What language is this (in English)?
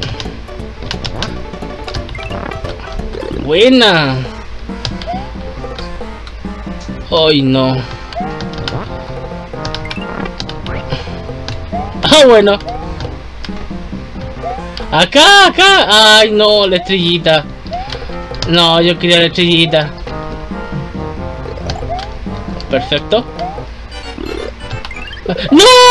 Spanish